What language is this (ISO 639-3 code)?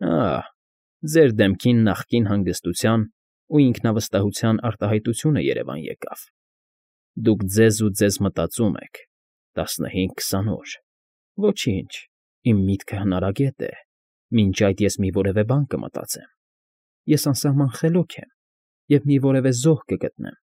hye